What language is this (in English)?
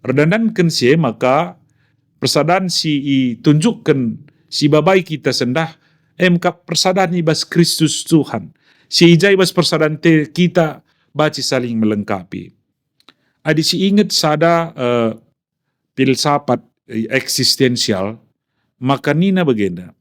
Batak Karo